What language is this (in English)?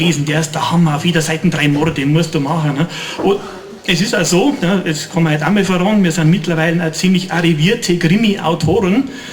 Bavarian